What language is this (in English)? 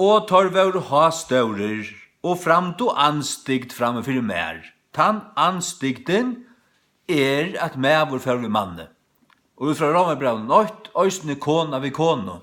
Faroese